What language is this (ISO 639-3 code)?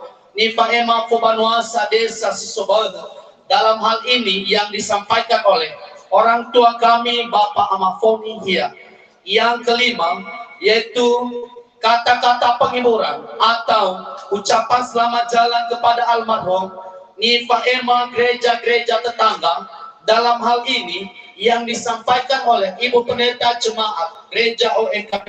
nia